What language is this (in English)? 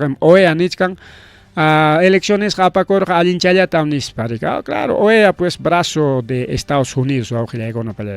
Ayacucho Quechua